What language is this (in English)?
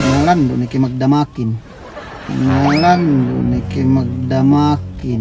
Yakan